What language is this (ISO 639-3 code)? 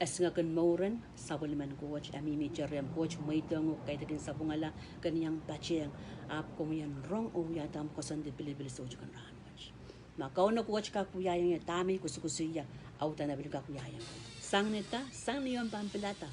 pon